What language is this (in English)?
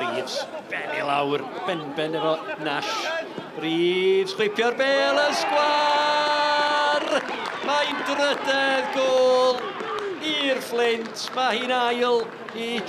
Welsh